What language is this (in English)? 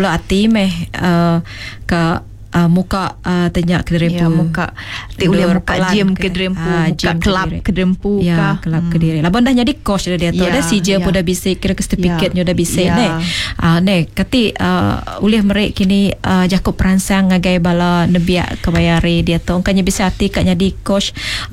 Iban